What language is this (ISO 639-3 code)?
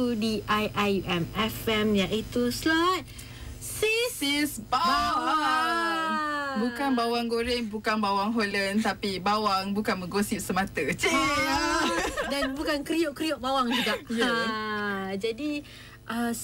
msa